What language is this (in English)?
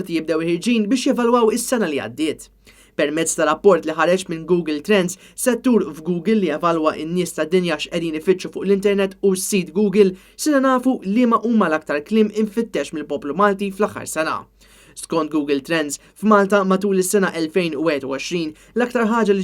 Maltese